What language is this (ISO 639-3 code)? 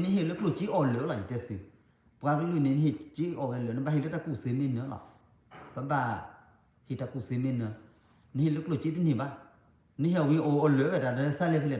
ksw